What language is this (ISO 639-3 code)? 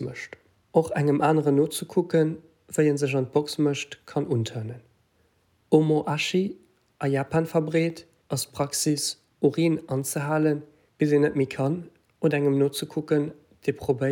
ltz